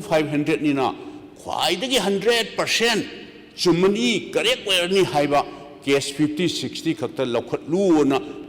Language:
Manipuri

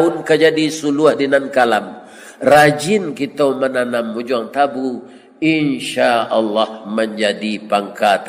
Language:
Minangkabau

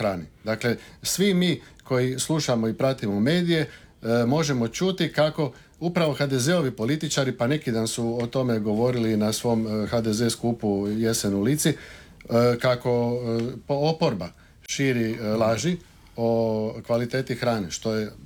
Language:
Croatian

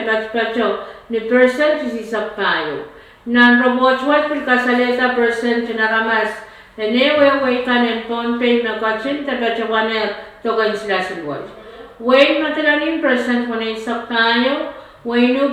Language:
Pohnpeian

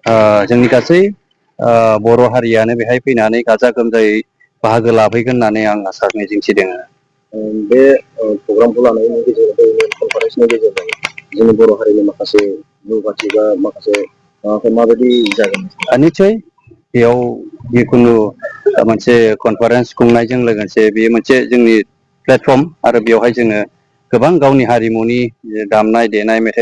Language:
Bodo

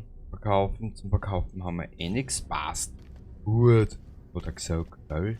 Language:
Bavarian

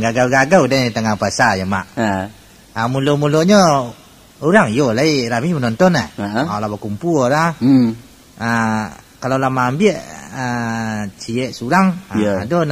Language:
Minangkabau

